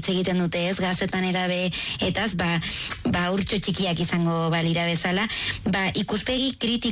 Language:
Basque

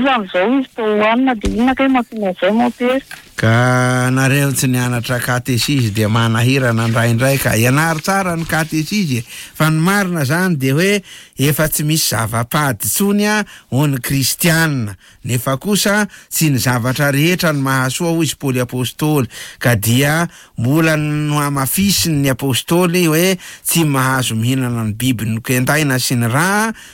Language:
Malagasy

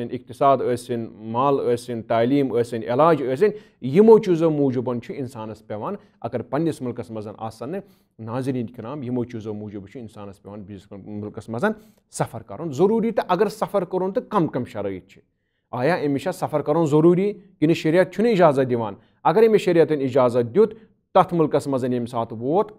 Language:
Kashmiri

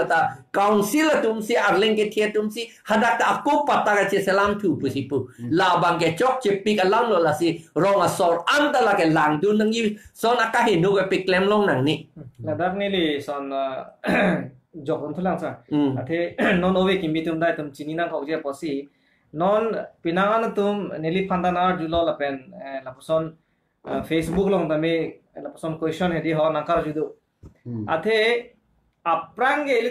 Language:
Karbi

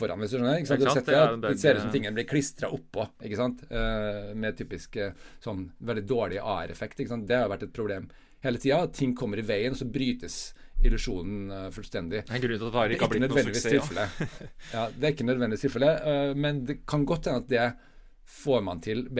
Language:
Norwegian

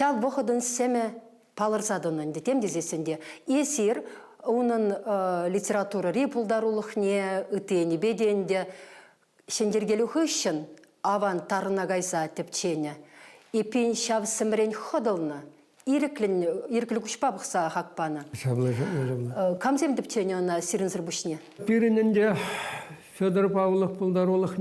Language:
Chuvash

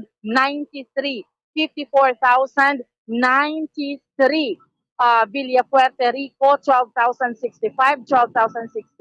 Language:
Hiligaynon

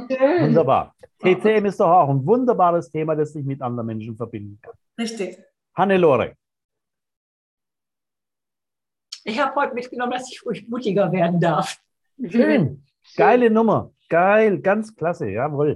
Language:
German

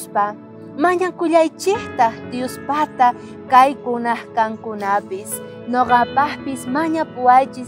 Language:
South Bolivian Quechua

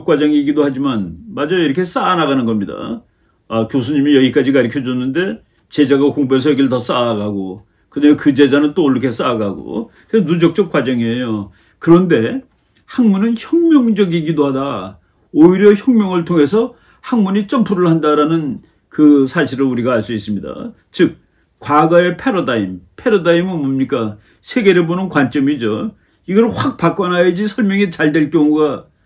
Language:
Korean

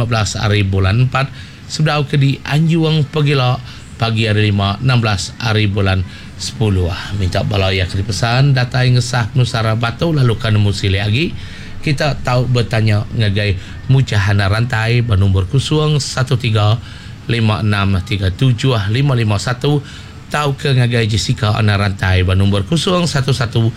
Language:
Iban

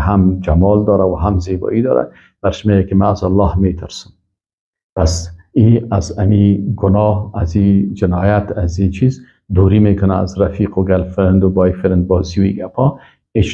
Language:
Persian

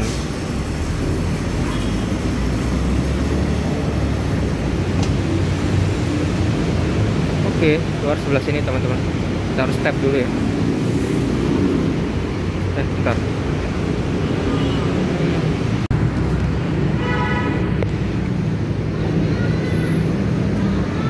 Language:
Indonesian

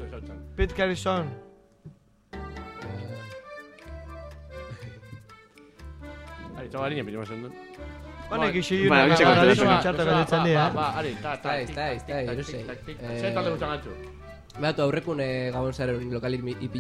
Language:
Basque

